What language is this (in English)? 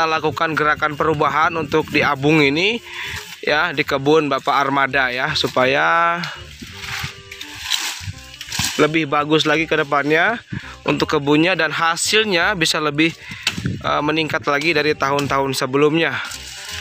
Indonesian